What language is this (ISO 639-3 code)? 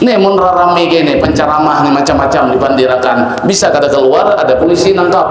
bjn